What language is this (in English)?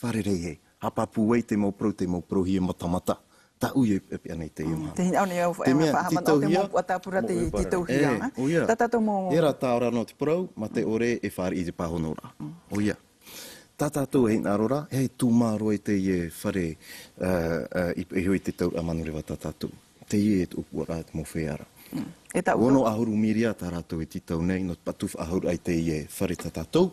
Tahitian